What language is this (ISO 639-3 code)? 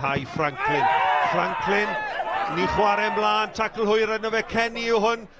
cym